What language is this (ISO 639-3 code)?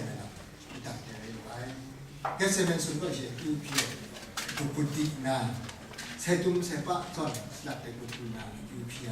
kac